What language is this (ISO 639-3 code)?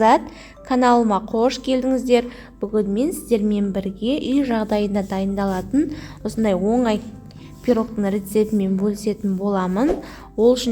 kaz